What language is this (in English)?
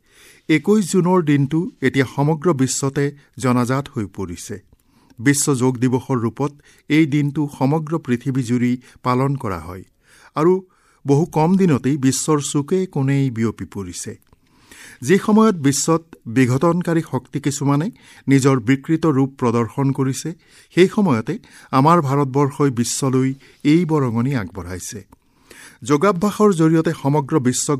Assamese